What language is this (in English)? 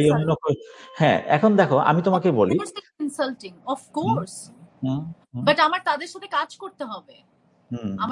Bangla